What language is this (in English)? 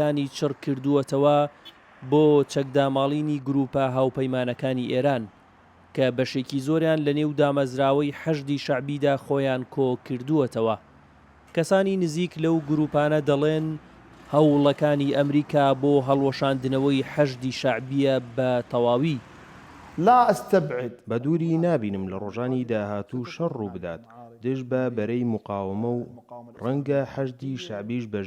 Central Kurdish